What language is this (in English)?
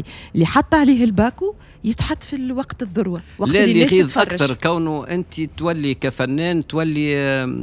Tunisian Arabic